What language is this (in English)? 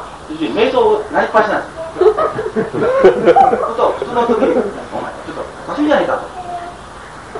Japanese